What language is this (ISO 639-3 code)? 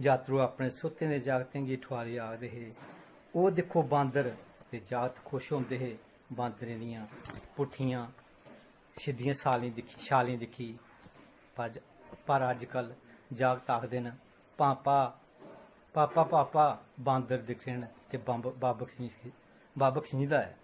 doi